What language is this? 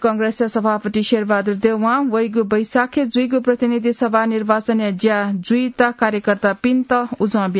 Newari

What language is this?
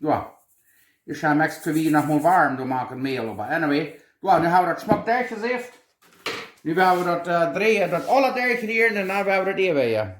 Plautdietsch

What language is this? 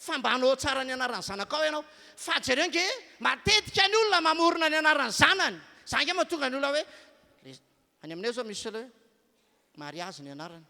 Malagasy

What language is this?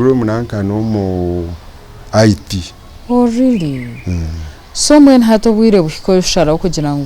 Nyankole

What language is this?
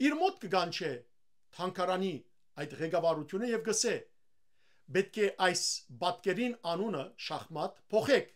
Western Armenian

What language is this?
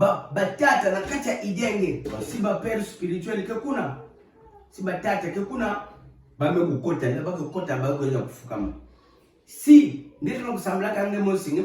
Kituba (Democratic Republic of Congo)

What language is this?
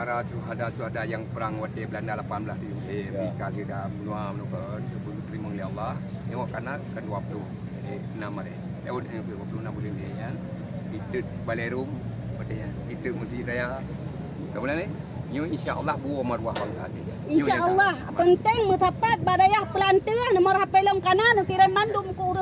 Achinese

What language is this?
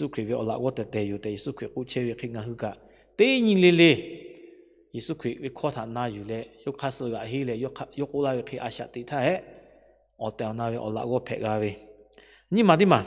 Lahu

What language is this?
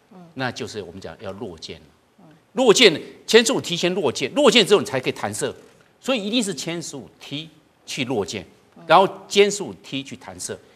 Chinese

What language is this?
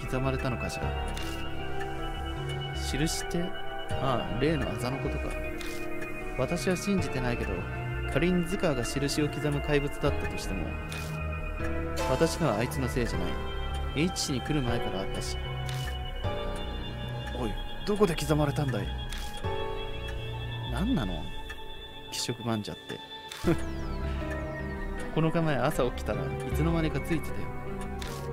Japanese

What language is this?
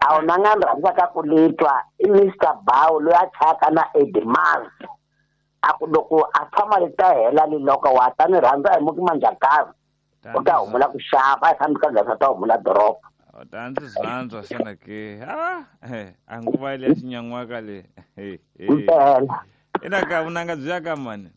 Tsonga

